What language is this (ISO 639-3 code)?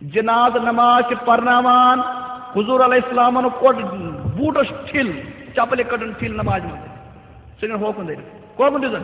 kas